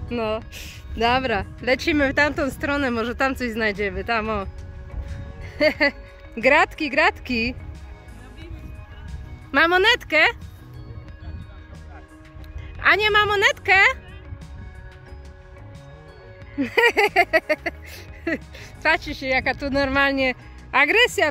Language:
Polish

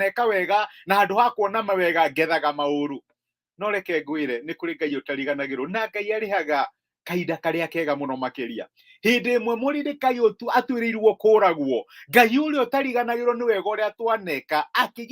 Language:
Kikuyu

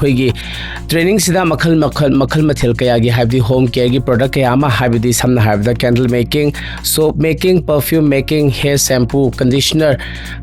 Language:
Manipuri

